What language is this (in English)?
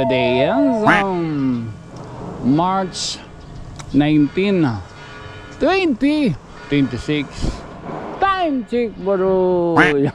Waray